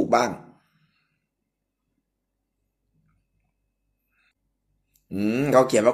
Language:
Thai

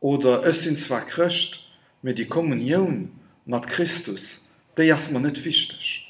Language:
Luxembourgish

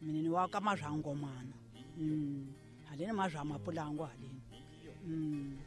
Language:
Tsonga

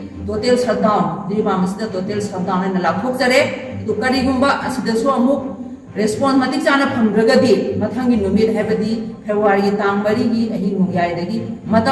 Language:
Manipuri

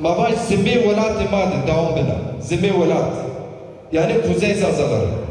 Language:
Zaza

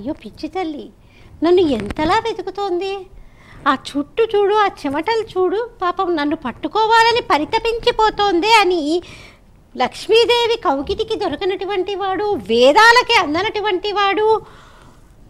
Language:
Telugu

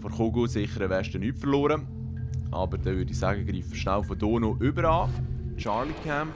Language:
Swiss German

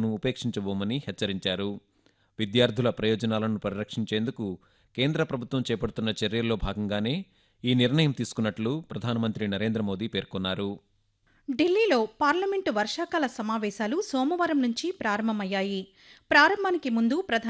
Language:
Telugu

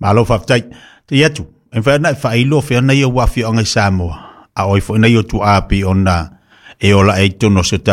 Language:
Samoan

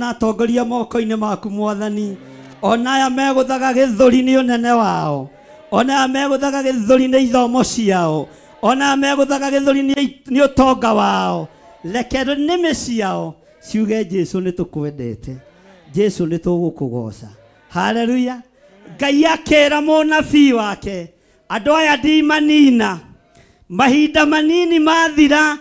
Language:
Kikuyu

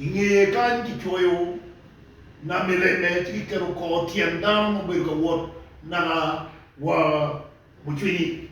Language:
Acoli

